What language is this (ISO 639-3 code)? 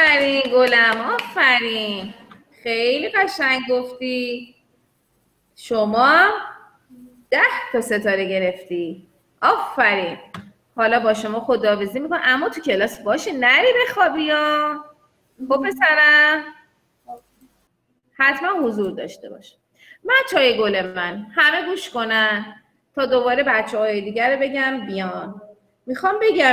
fas